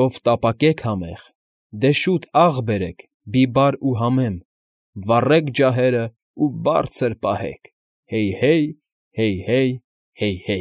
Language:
Armenian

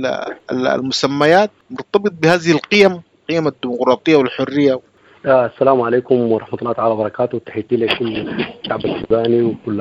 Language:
Sudanese Arabic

